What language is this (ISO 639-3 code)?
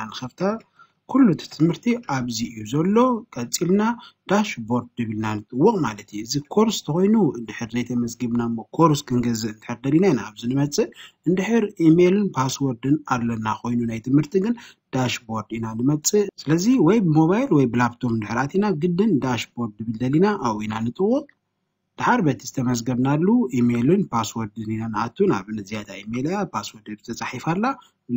tir